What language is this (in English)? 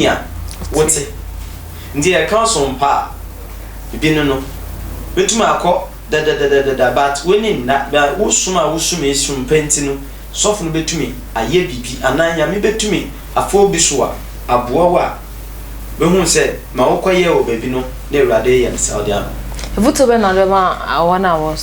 Akan